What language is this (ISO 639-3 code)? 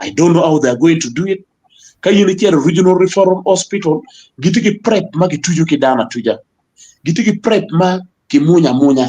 ach